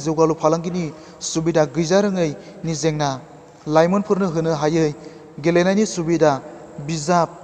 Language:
Bodo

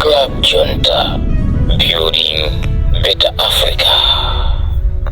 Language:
Nyanja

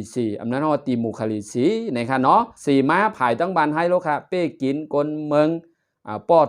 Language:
Shan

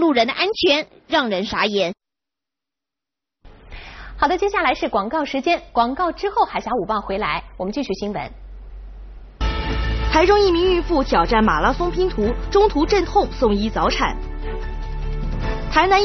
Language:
Chinese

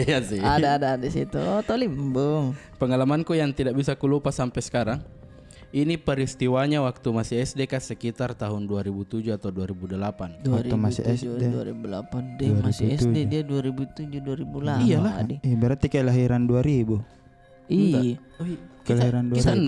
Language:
Makassar Malay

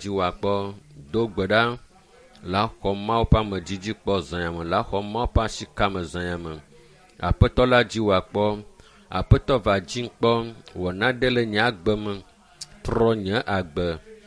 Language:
Ewe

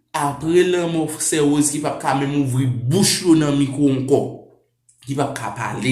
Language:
Haitian Creole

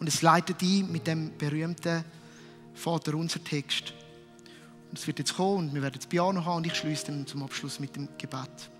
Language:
Swiss German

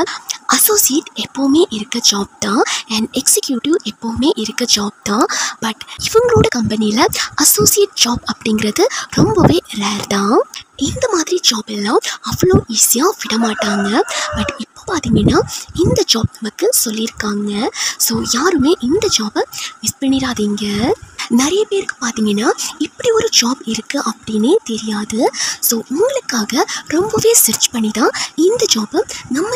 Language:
Tamil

